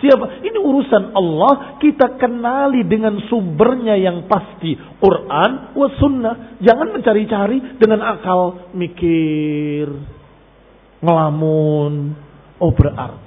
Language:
Indonesian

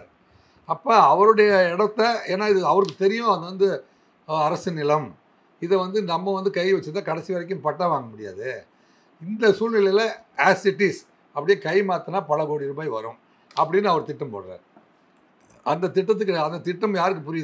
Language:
Tamil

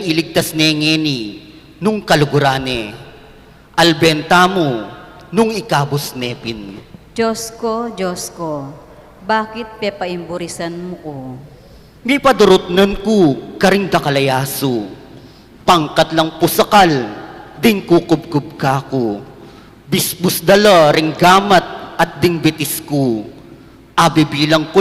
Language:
Pampanga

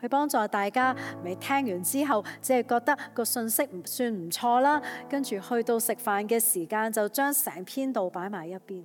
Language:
Cantonese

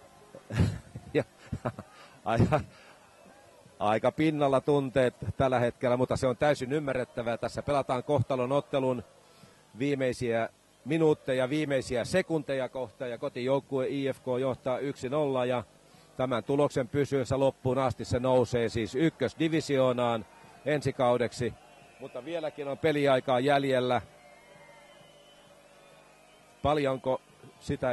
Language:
Finnish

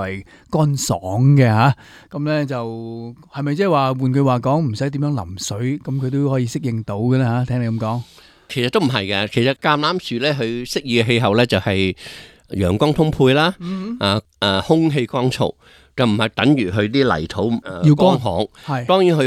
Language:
Cantonese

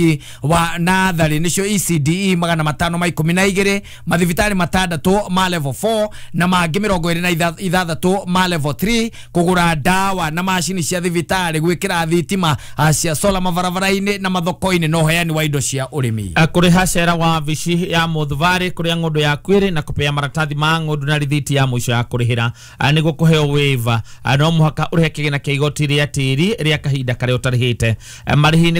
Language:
Kikuyu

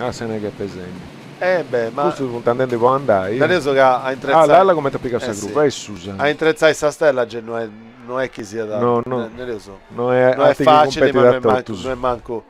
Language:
Sardinian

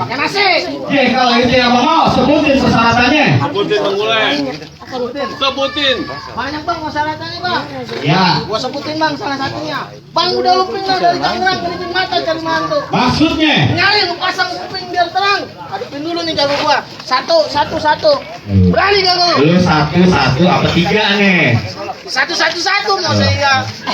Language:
Betawi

